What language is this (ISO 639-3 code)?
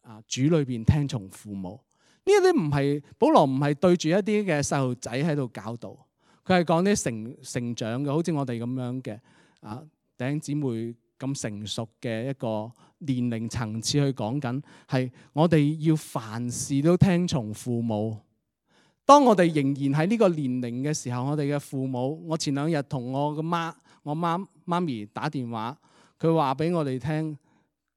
yue